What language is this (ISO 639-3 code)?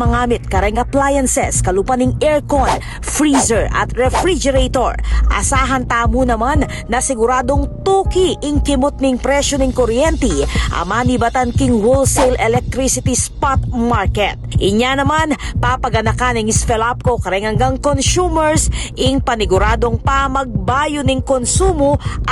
pam